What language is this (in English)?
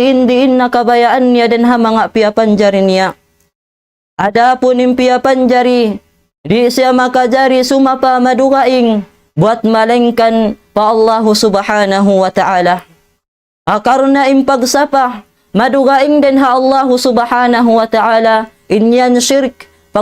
Tausug